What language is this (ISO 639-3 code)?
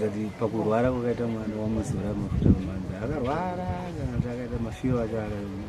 sna